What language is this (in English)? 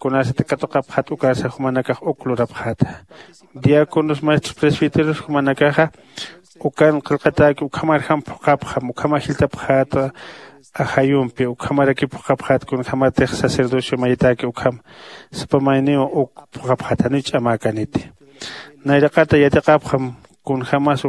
Aymara